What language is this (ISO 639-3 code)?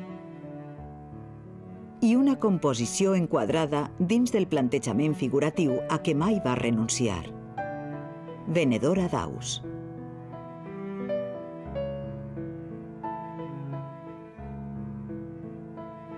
cat